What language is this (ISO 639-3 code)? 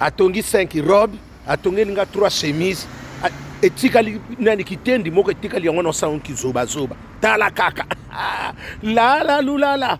lin